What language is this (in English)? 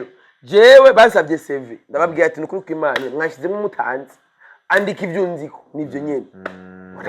Rundi